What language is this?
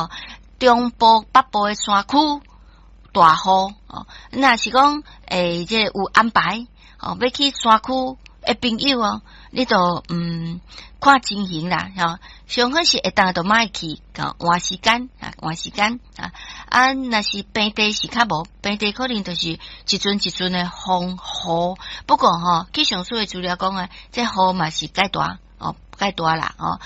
Min Nan Chinese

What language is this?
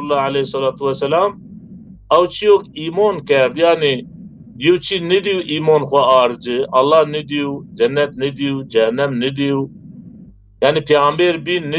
Zaza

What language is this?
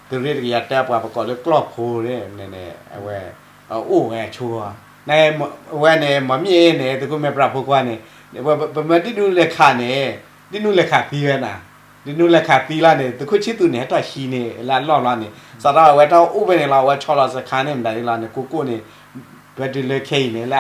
S'gaw Karen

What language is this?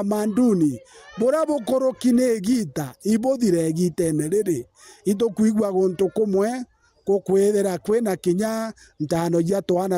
Meru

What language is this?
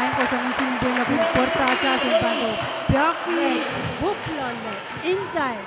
Pohnpeian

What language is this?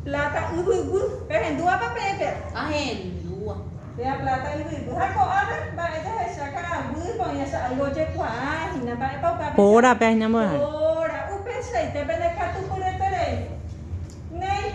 Guarani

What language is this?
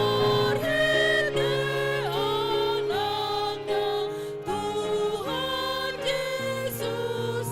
Batak Toba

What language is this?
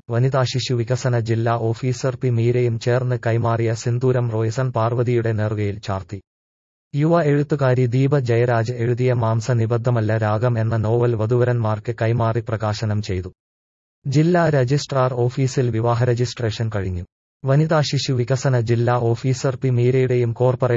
Malayalam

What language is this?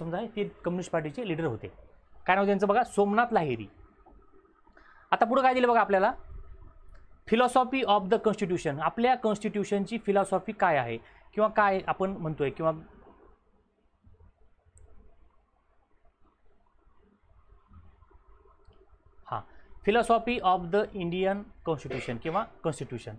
Marathi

